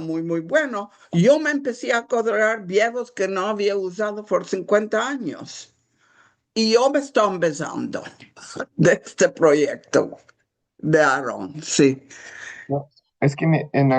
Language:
Ladino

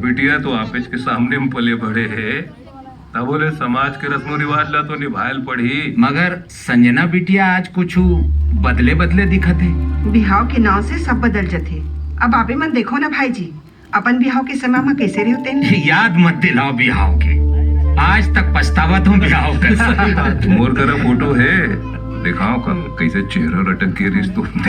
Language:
Chhattisgarhi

